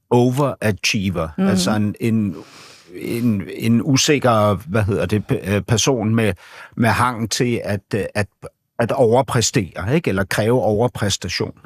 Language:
Danish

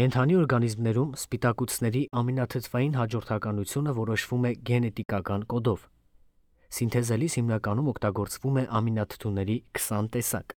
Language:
Armenian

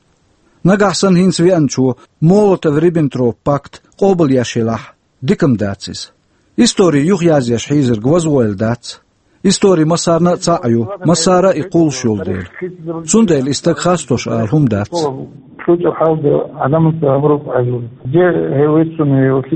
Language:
Chechen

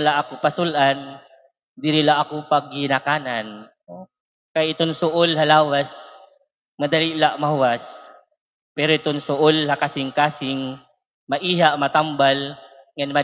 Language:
Waray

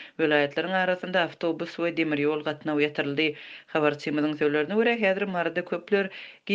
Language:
Turkmen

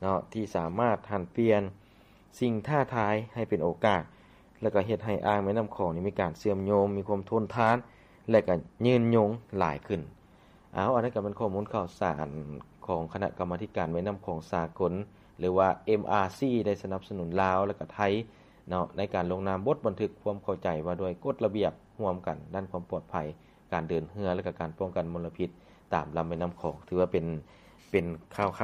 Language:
Lao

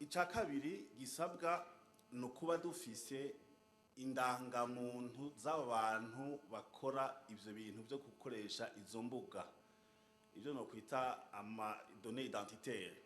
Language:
Rundi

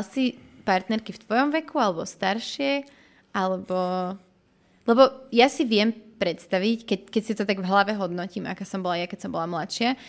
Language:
Slovak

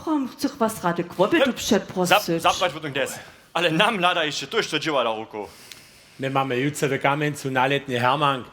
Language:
Upper Sorbian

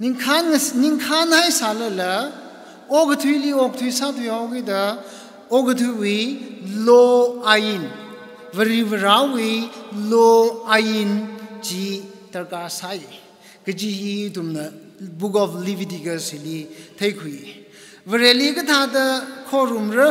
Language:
Tangkhul Naga (India)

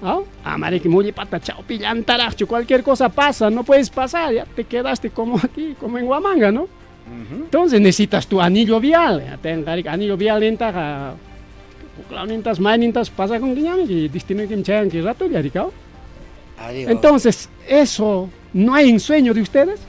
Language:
Ayacucho Quechua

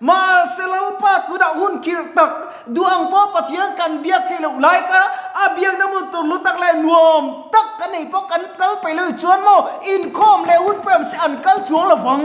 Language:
Mizo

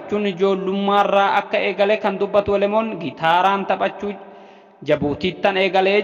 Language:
Oromo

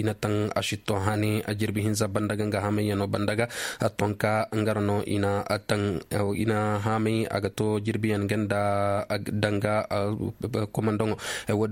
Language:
Koyraboro Senni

